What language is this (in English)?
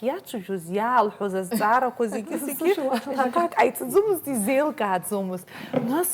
Abkhazian